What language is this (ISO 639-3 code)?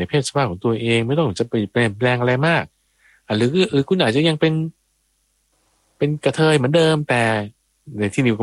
tha